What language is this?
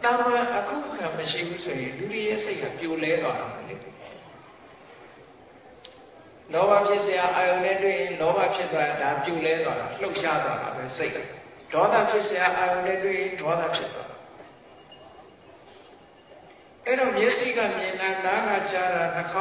Burmese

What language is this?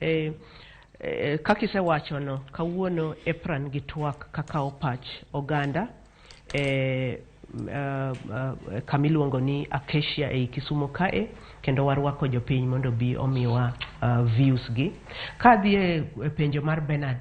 Luo (Kenya and Tanzania)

